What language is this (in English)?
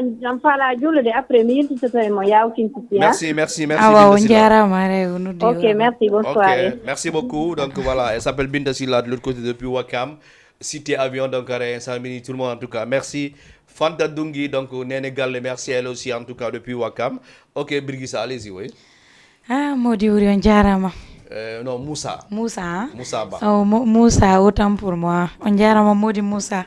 Fula